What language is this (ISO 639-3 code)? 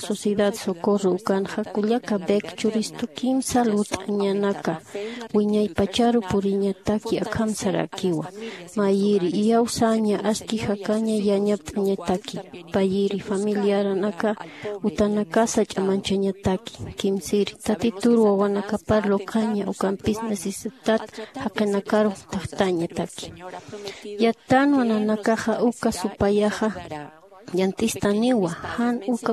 aym